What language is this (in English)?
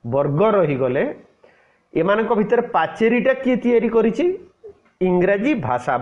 Odia